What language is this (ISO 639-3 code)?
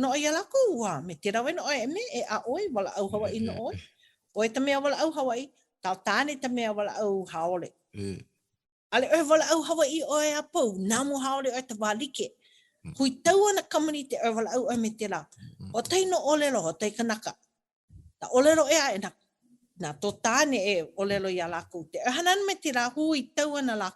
haw